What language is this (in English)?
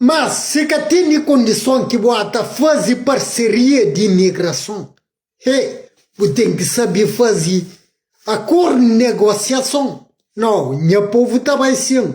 Kabuverdianu